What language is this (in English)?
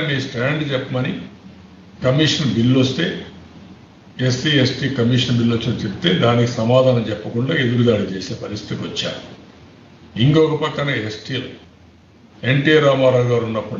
Telugu